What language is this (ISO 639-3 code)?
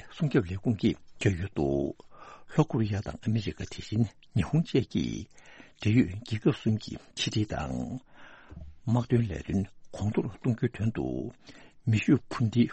bod